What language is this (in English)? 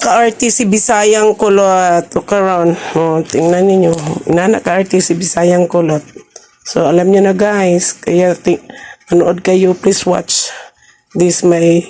Cebuano